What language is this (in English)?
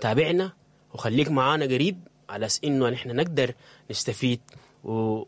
Sudanese Arabic